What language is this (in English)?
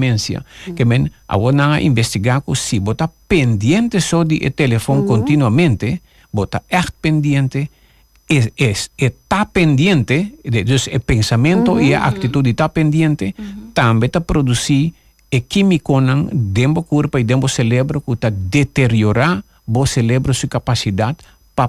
Papiamento